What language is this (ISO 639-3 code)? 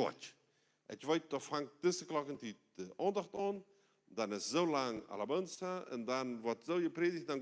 pdt